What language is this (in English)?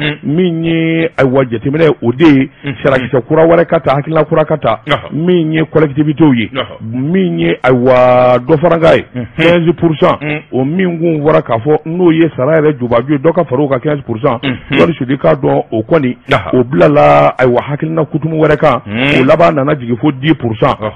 Bambara